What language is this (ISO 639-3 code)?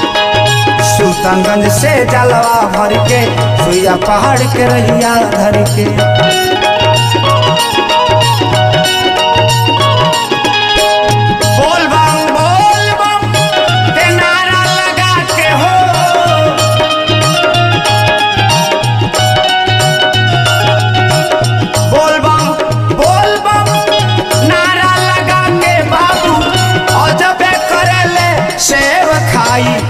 bho